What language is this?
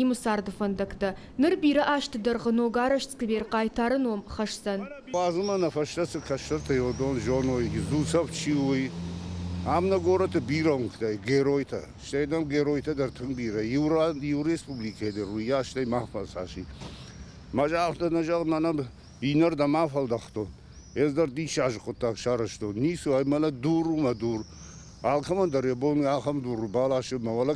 Ossetic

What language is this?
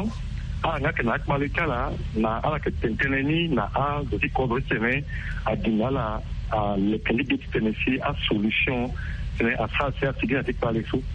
Sango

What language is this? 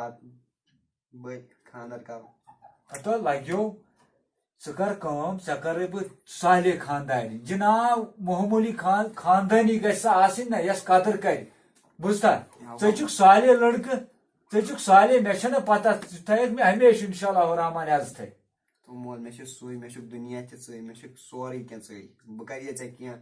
Kashmiri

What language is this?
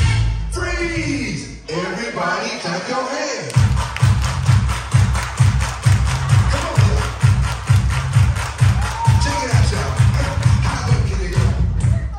English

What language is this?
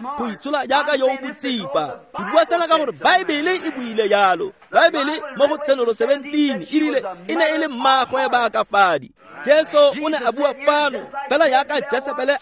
Tswana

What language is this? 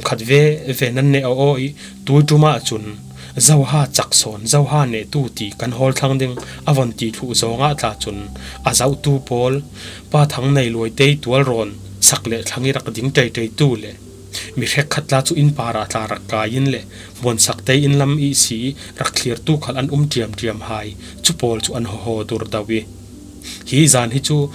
Falam Chin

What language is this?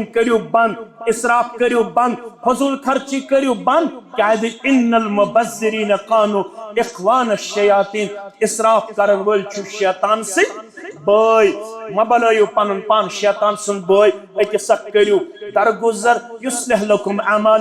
Kashmiri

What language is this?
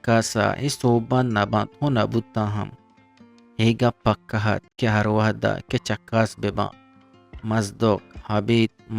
Eastern Balochi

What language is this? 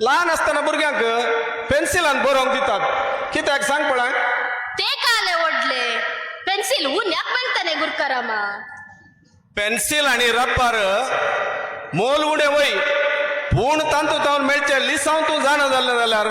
Konkani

